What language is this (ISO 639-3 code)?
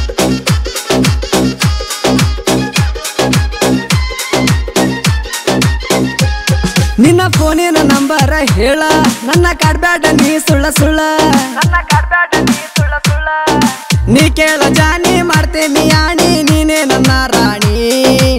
kan